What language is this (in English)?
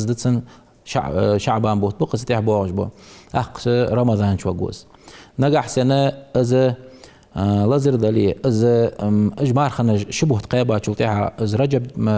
Ingush